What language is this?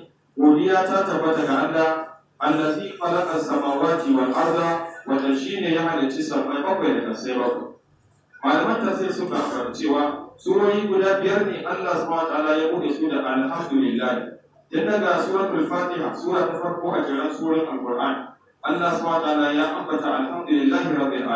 Hausa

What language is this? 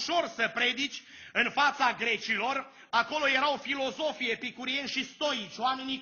Romanian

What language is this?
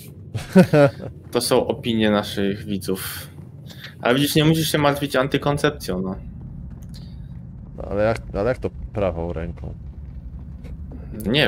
Polish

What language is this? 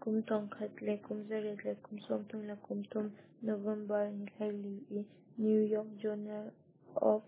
Hakha Chin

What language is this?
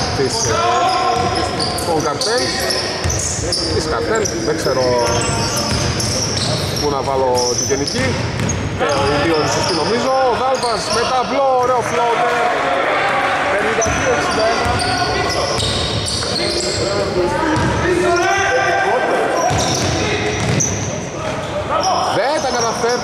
Greek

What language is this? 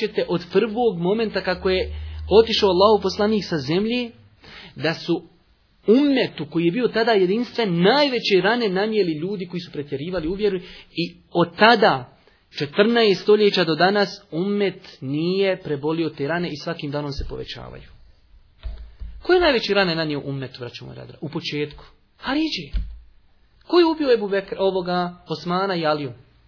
Bosnian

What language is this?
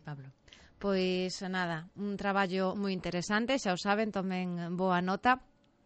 Galician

